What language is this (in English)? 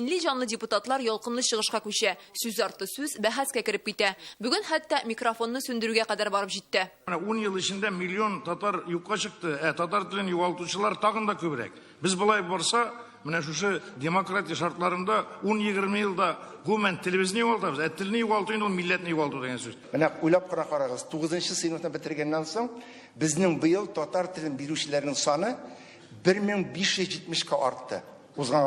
Tatar